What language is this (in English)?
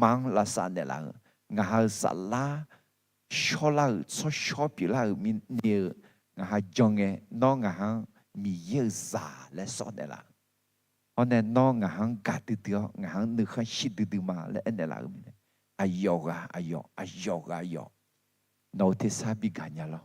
Akha